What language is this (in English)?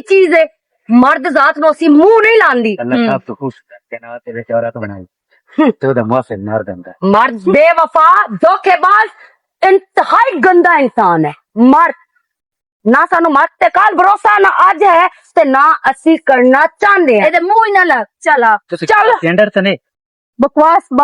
Western Panjabi